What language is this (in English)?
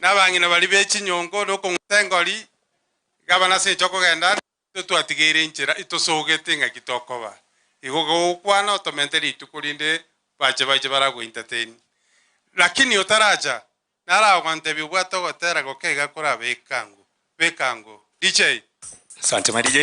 Gusii